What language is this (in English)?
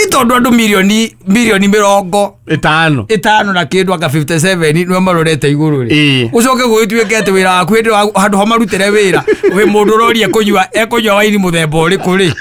Kikuyu